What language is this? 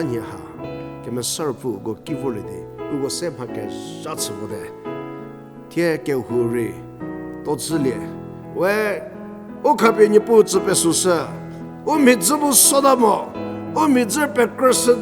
Angami Naga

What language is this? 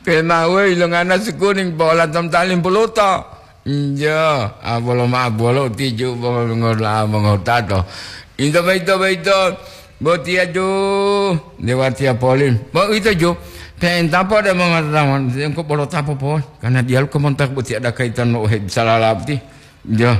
Gorontalo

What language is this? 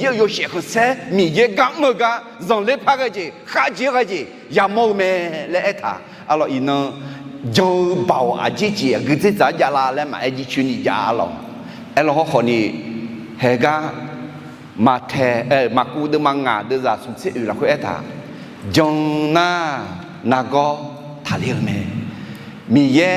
Akha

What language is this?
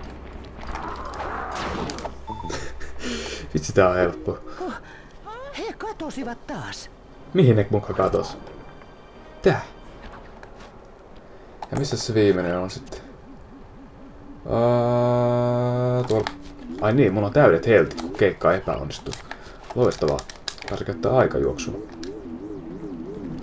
Finnish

